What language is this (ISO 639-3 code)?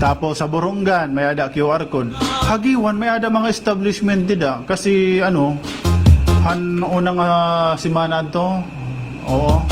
war